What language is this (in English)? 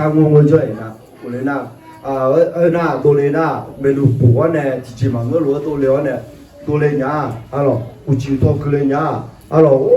Akha